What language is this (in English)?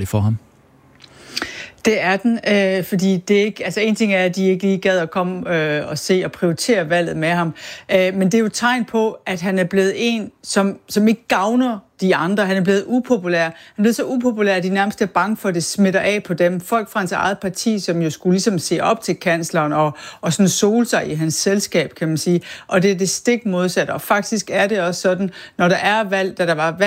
Danish